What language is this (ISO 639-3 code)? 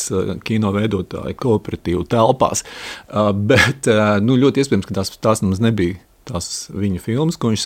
lav